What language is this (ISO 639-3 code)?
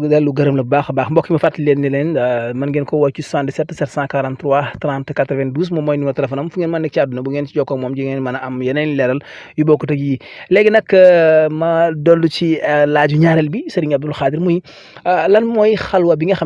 wol